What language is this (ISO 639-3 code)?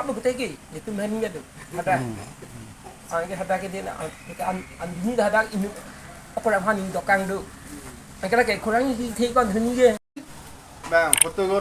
mjw